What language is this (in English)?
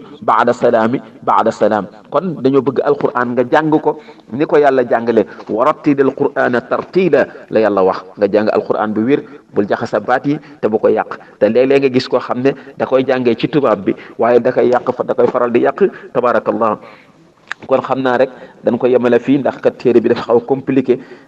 Wolof